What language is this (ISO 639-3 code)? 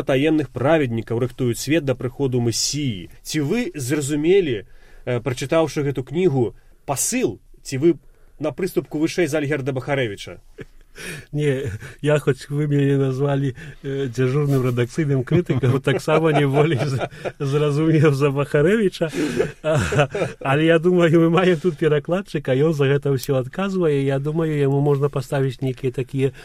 bel